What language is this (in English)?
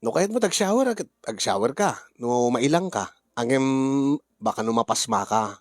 Iloko